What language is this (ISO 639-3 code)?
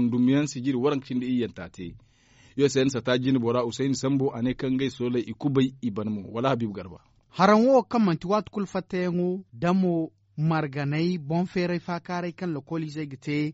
dje